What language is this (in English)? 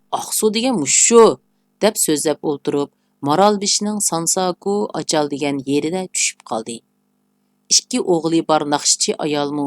Uyghur